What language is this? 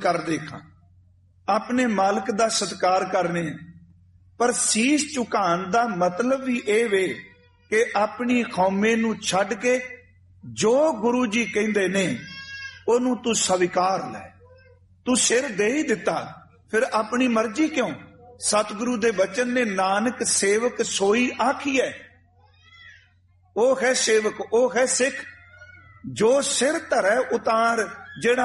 Punjabi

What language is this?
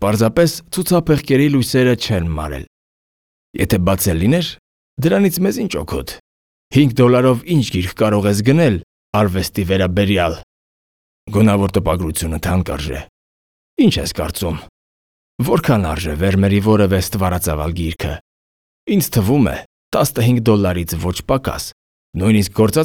Armenian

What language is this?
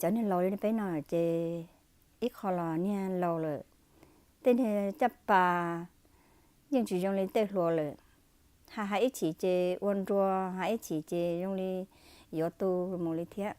Hmong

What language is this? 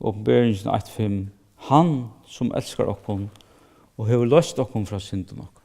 Faroese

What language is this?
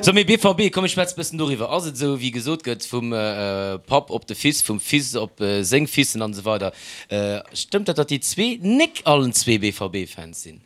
Luxembourgish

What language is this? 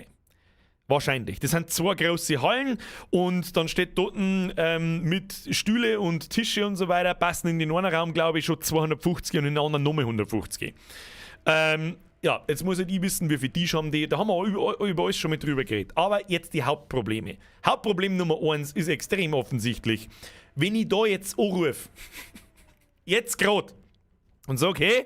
Bavarian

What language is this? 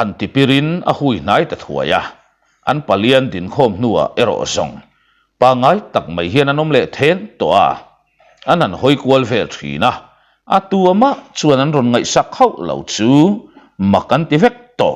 Mizo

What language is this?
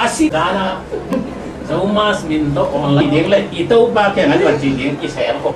Tedim Chin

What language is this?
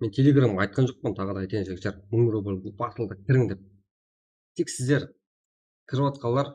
Kara-Kalpak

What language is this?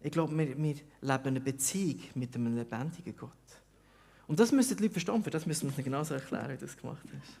Swiss German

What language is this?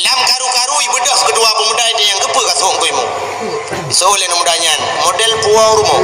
Achinese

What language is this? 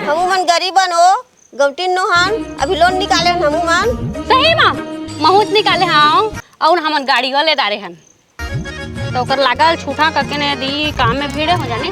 Chhattisgarhi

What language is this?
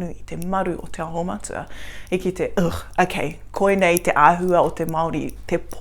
Māori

